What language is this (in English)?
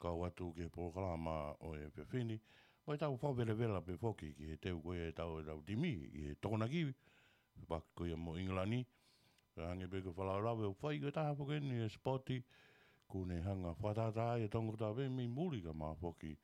Tongan